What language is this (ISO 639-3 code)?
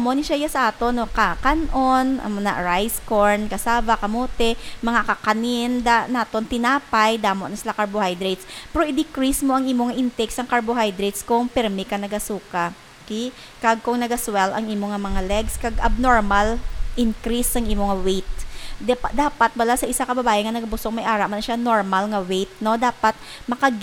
hil